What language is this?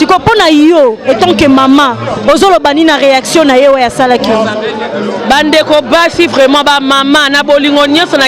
Lingala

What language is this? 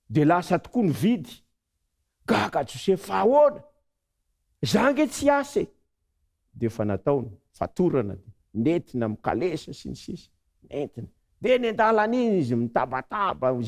Malagasy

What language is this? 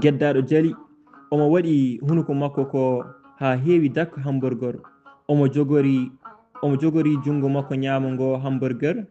Fula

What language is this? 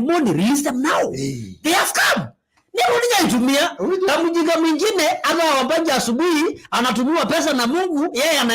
Masai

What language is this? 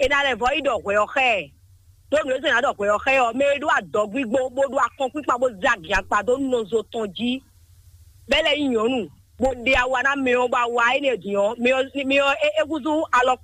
Fon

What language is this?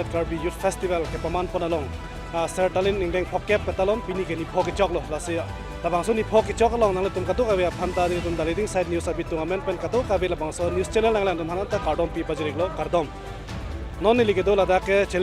Karbi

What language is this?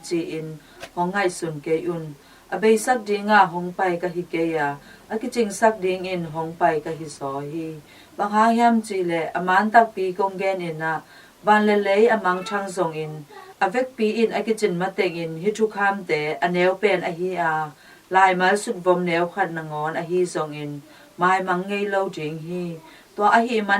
Tedim Chin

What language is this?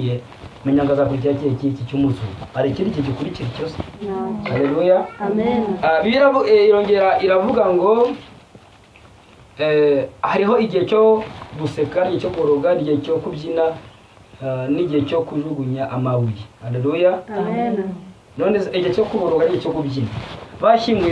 Kinyarwanda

